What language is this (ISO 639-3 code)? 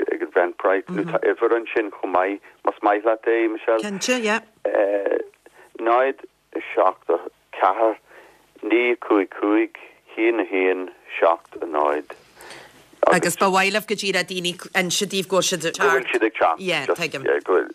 gle